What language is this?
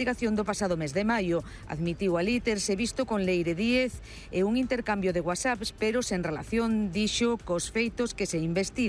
Galician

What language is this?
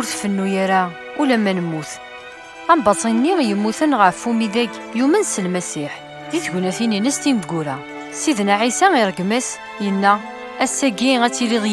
Kabyle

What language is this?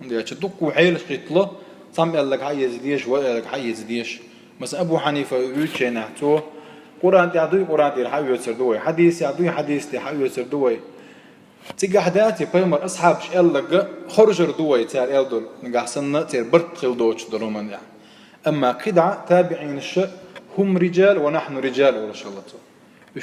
Chechen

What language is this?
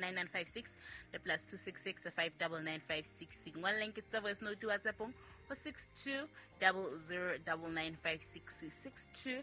Southern Sotho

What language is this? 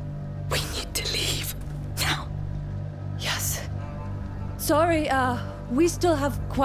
Bavarian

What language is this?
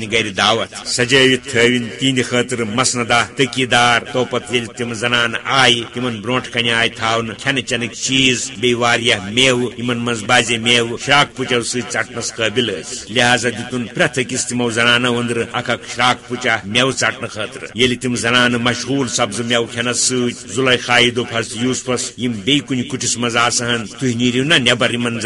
Kashmiri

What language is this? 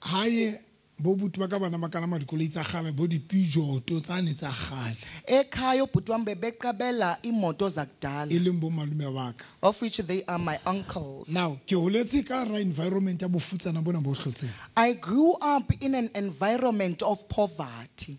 Southern Sotho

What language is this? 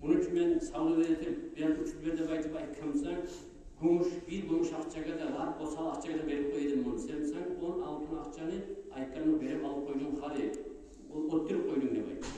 Kumyk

